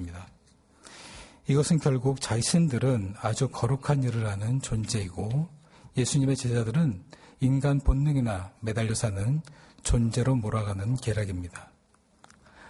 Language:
Korean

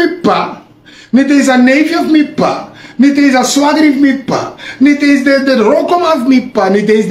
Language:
Sranan Tongo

